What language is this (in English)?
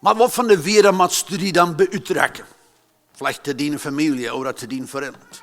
Plautdietsch